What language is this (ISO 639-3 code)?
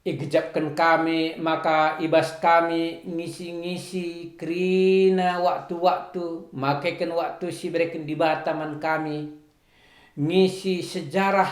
btx